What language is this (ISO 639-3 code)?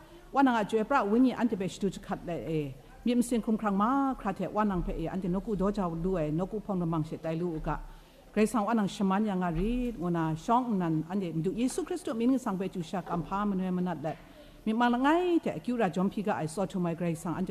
kac